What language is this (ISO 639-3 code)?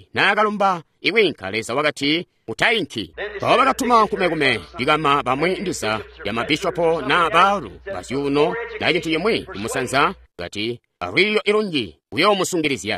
toi